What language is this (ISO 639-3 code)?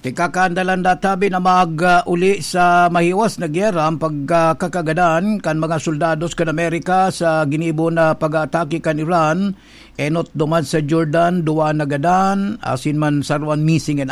bik